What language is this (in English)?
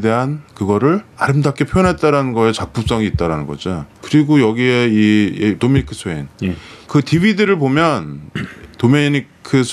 Korean